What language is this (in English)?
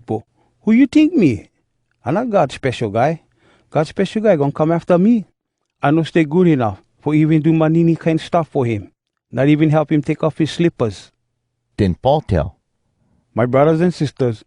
Hawai'i Creole English